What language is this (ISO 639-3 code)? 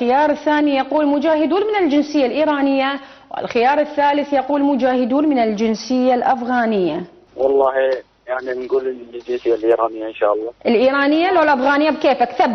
acm